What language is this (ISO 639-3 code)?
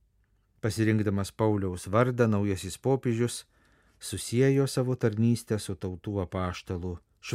lit